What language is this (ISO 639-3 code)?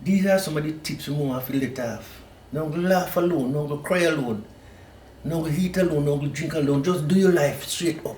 jam